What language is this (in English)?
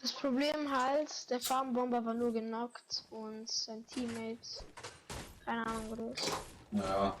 Bavarian